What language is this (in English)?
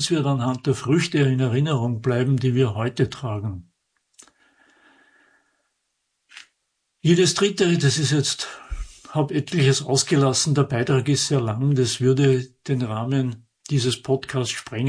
German